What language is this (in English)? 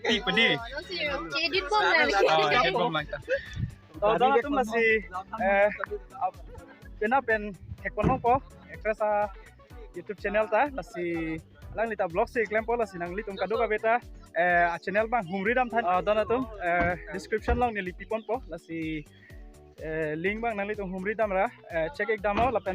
Karbi